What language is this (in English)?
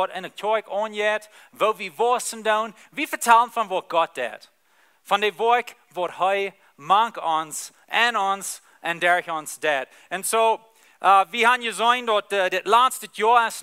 Plautdietsch